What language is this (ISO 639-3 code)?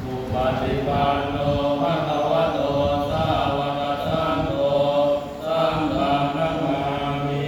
pli